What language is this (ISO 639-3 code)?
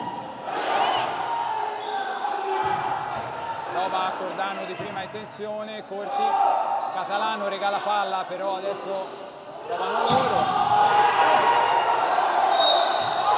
ita